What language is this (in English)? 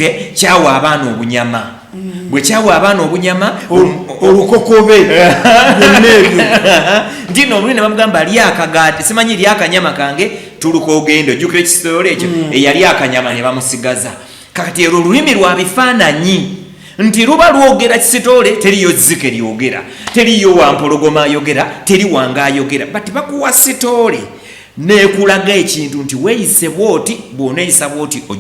Ganda